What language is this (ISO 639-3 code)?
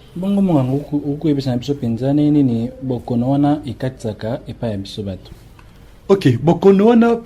lin